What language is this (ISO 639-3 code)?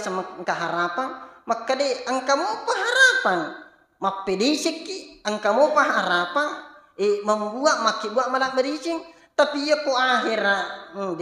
bug